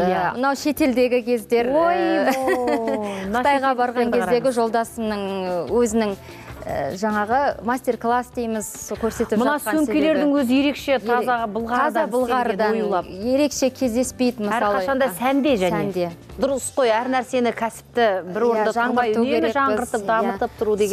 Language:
Kazakh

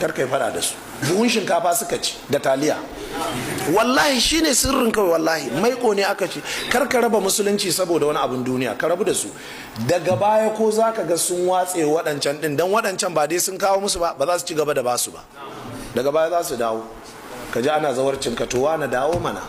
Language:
Hausa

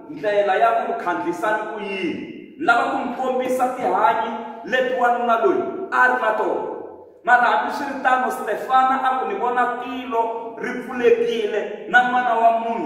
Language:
Tsonga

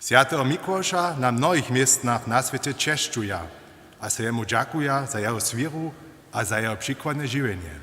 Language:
Upper Sorbian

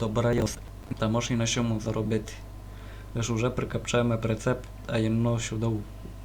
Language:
Rusyn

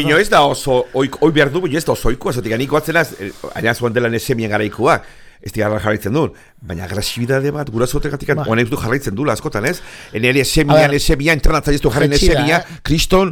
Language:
Basque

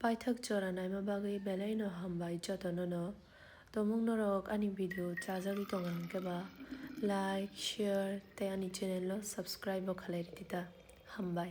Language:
Kok Borok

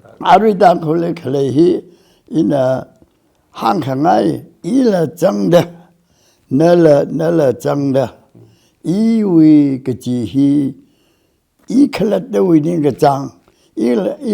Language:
Tangkhul Naga (India)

